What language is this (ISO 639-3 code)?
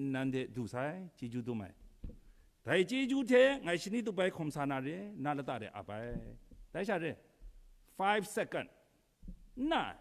kac